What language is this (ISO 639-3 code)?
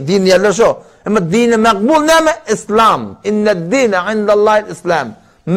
tuk